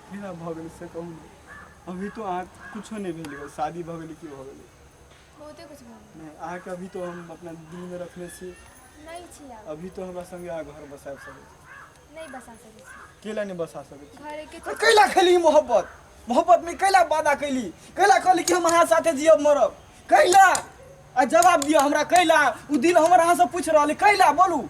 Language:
Maithili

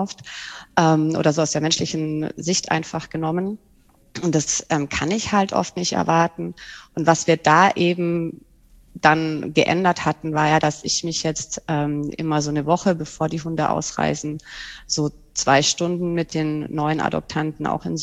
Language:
German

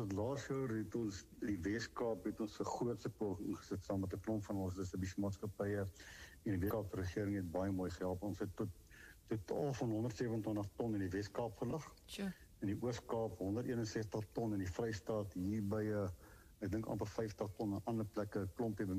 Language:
Afrikaans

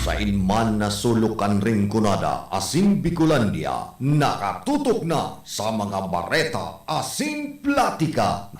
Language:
Bikol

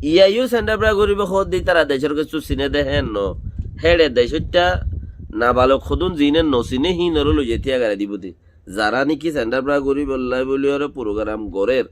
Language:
Rohingya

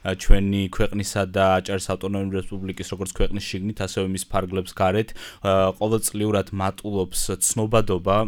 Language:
Georgian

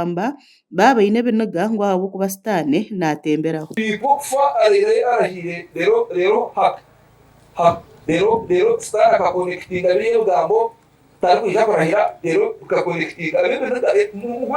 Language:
Nyankole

